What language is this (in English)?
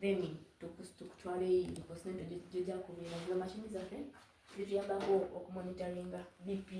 Soga